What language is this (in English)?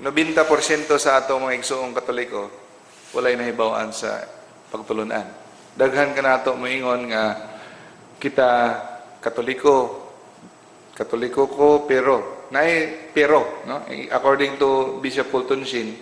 Cebuano